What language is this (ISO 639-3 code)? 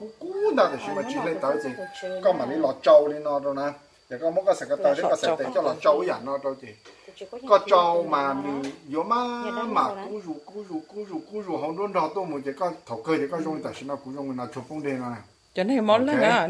hmn